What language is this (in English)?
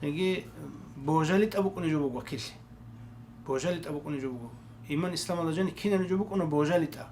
Avaric